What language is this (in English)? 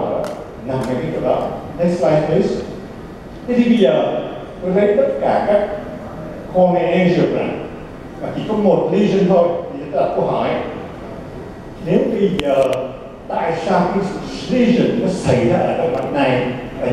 Vietnamese